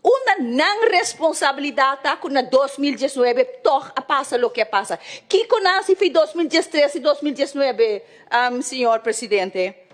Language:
Papiamento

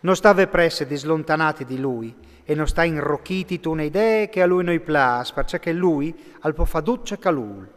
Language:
Friulian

